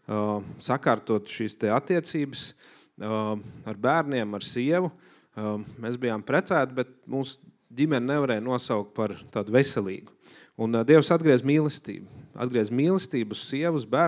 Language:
Latvian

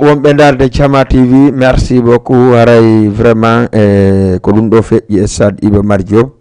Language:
Fula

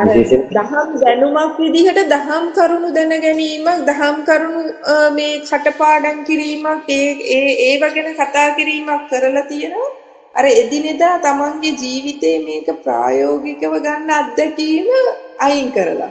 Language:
Sinhala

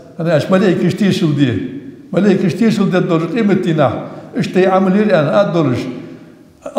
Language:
Ingush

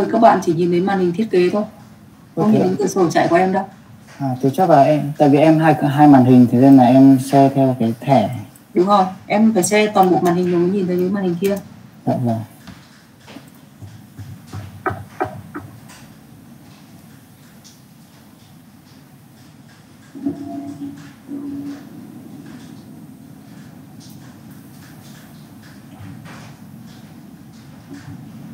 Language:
Vietnamese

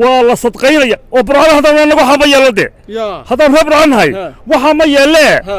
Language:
Somali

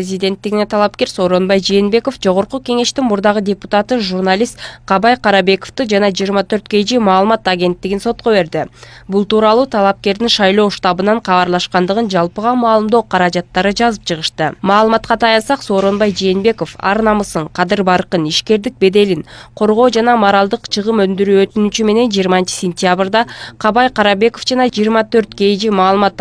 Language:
Kyrgyz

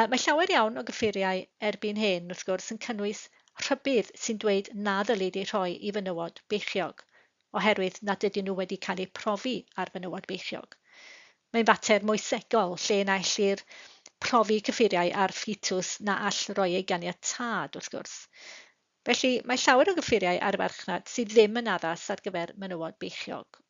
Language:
Welsh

